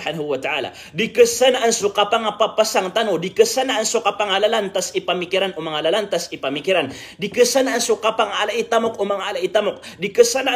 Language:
Maranao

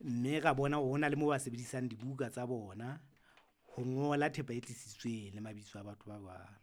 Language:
Southern Sotho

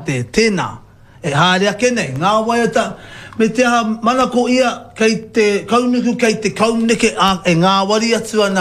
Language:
Māori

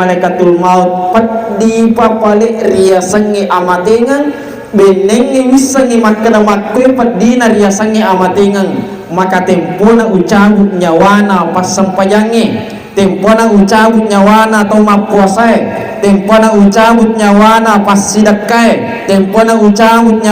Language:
Buginese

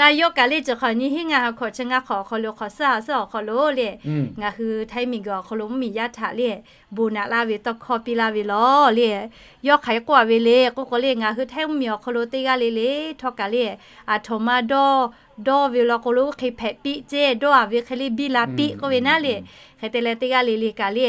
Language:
Lahu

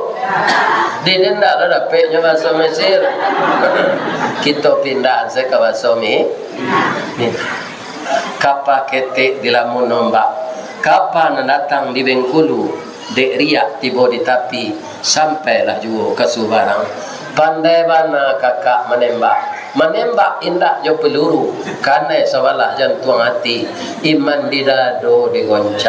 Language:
Minangkabau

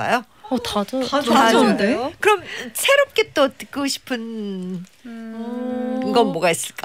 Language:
Korean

